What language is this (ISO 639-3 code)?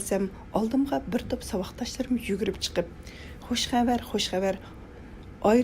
uig